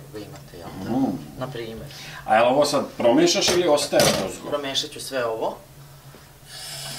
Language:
Serbian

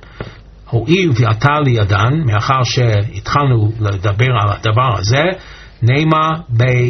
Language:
Hebrew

